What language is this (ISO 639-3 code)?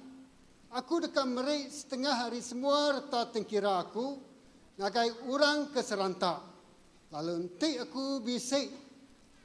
iba